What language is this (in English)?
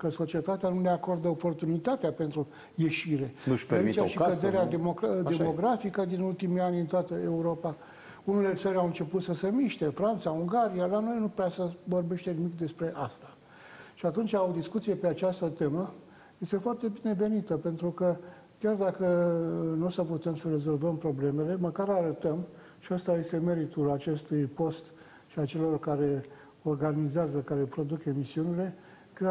Romanian